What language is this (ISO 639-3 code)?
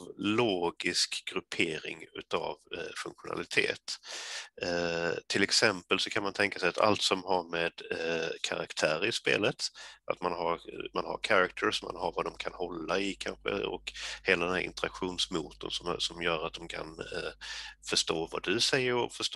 swe